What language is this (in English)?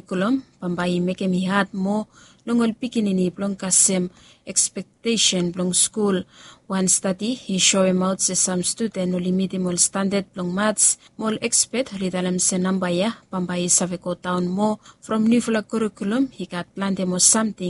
Bislama